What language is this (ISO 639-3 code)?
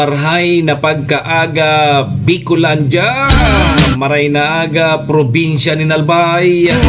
bik